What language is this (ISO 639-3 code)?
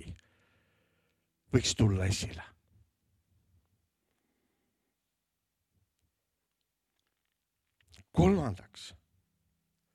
est